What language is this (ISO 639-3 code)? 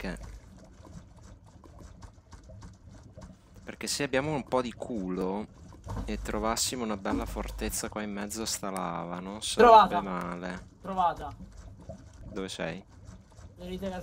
ita